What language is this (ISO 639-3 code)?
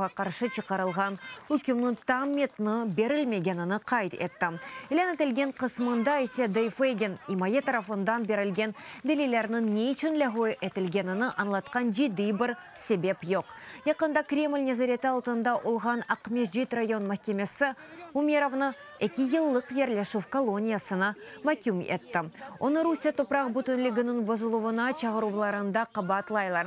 crh